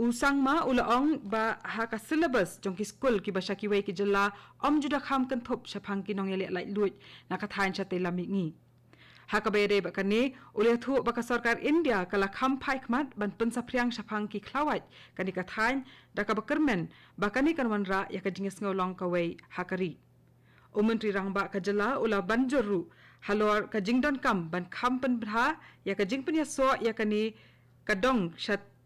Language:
Khasi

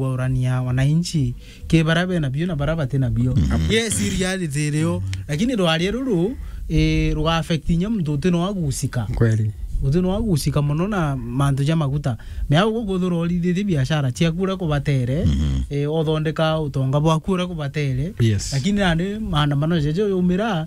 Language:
Meru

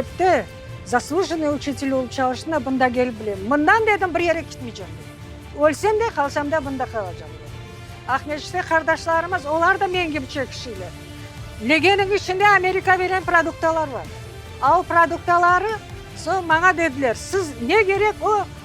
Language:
Crimean Tatar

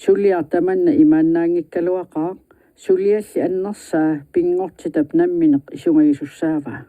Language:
Kalaallisut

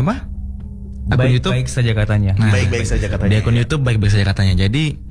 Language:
Indonesian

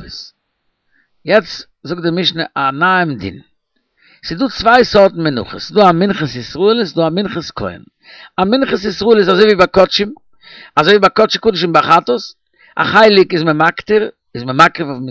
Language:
Yiddish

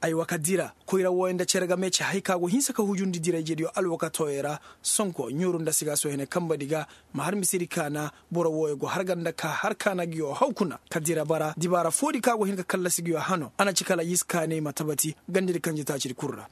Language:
Koyraboro Senni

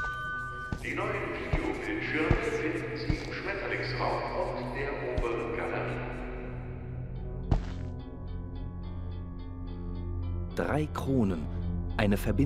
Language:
German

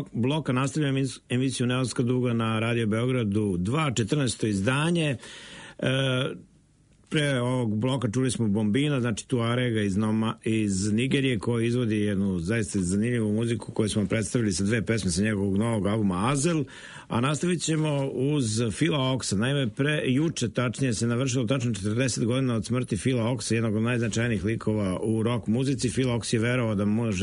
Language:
Serbian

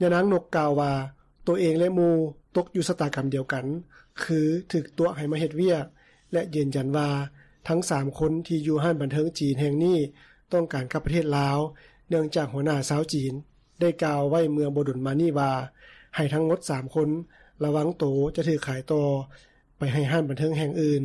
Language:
Lao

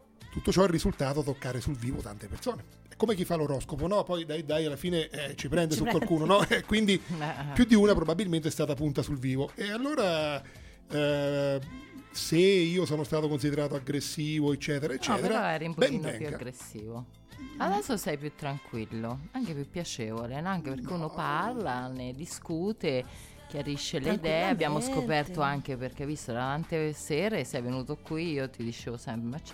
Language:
Italian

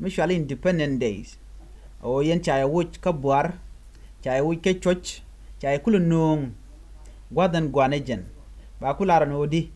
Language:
Nuer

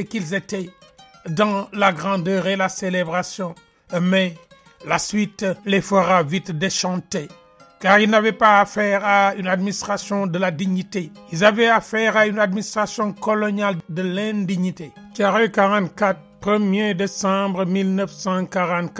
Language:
French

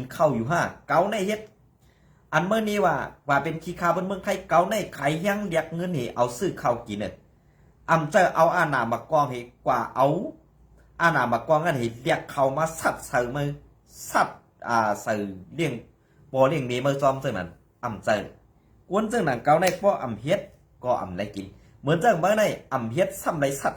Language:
Shan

